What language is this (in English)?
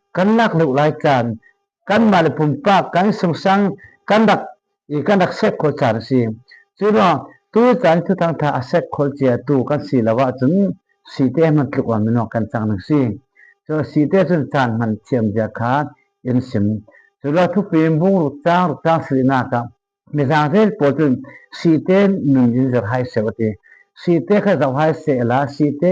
Falam Chin